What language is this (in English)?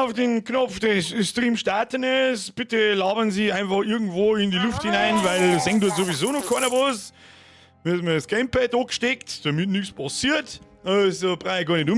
Bavarian